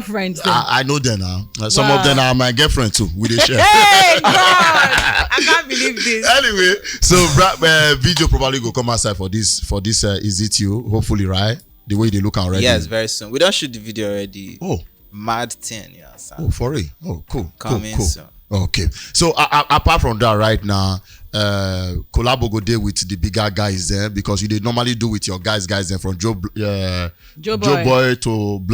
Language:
Nigerian Pidgin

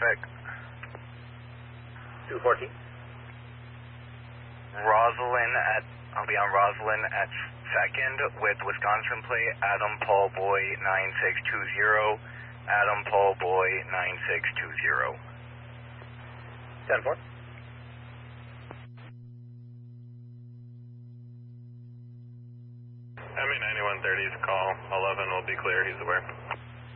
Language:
English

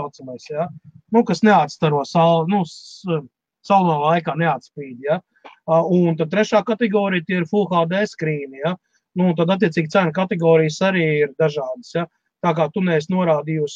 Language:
Latvian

